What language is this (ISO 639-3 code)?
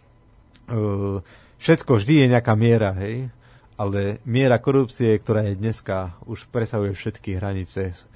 slk